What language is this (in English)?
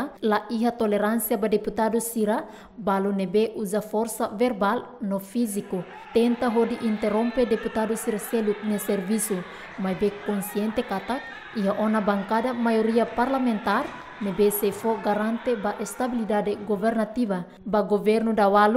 Tetum